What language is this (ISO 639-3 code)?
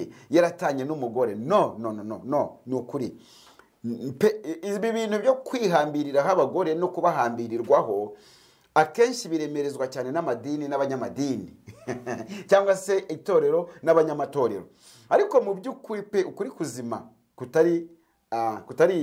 kin